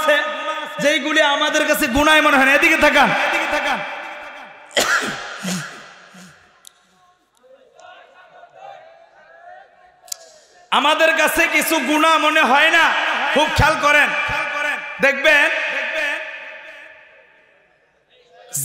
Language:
Bangla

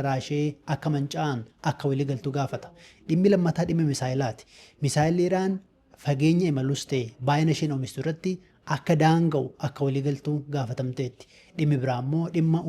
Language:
Oromo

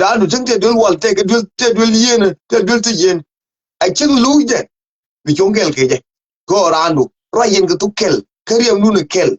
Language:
Nuer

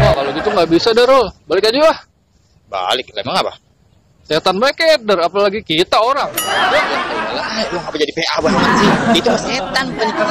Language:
Betawi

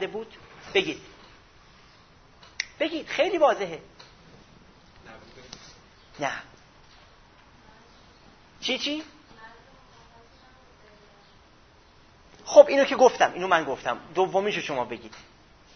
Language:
Persian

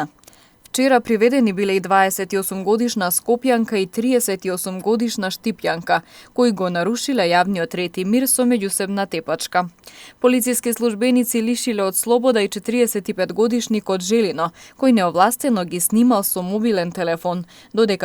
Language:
Macedonian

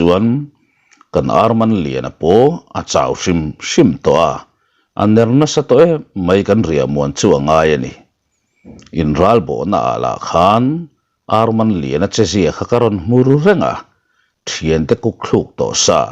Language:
Mizo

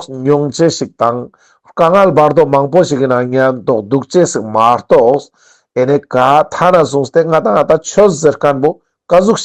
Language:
Ladakhi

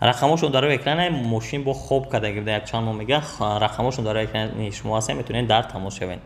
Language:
Tajik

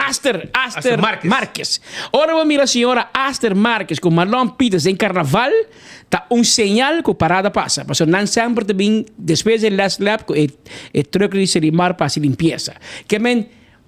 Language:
Papiamento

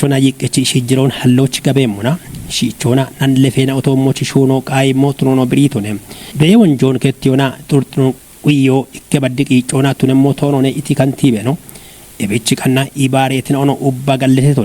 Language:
Kafa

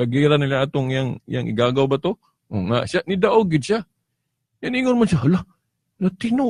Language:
Cebuano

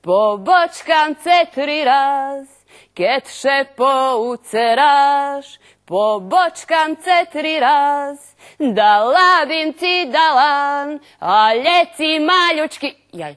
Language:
Rusyn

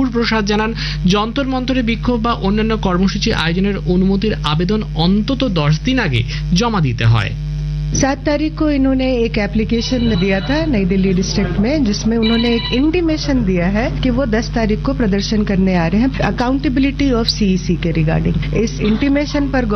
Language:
Bangla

